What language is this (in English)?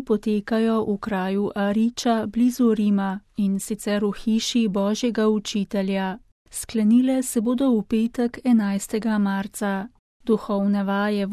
Slovenian